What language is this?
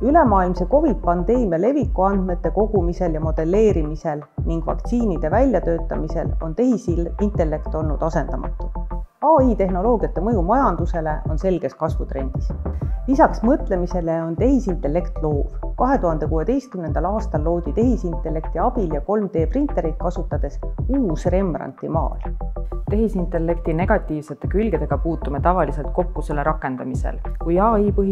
Estonian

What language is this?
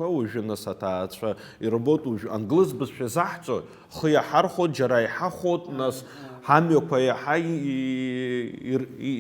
Abkhazian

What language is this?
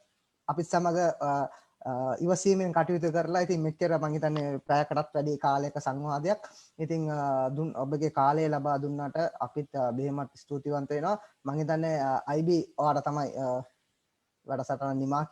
Sinhala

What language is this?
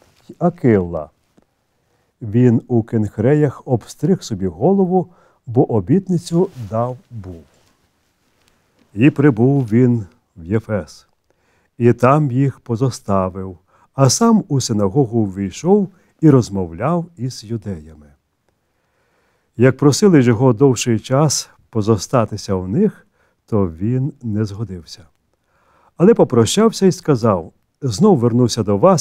Ukrainian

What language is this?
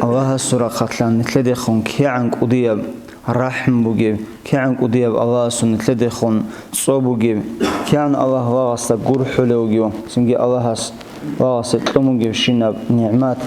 Avaric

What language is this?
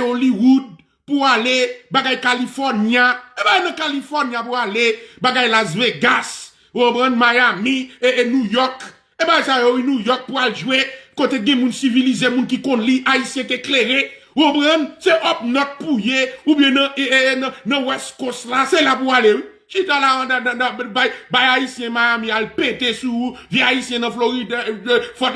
Haitian Creole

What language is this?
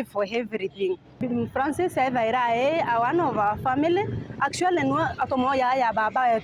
Meru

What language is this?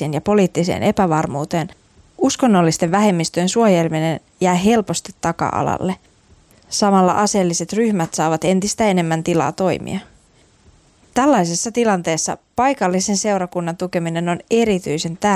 Finnish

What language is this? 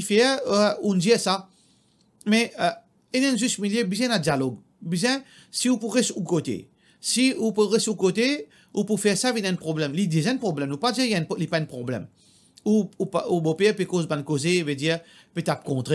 Morisyen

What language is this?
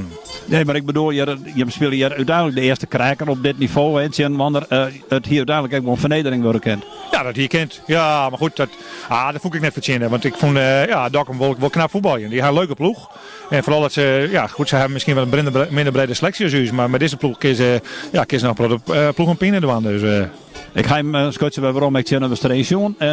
Western Frisian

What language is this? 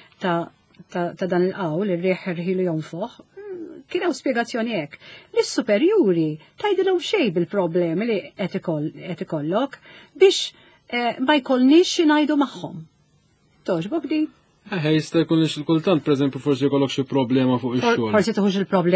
Maltese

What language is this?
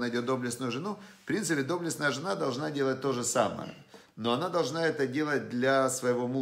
Russian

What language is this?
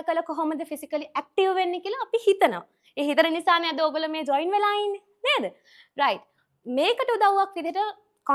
Sinhala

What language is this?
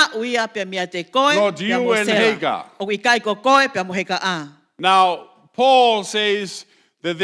Tongan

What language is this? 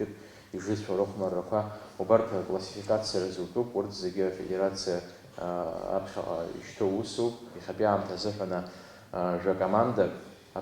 Abkhazian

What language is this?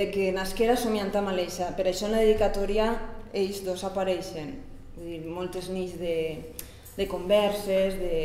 Catalan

